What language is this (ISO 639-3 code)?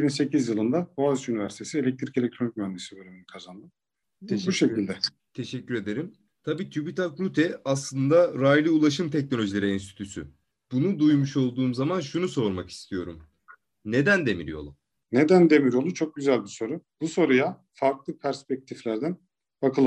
tur